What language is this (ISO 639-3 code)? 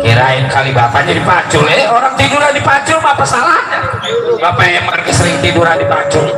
bew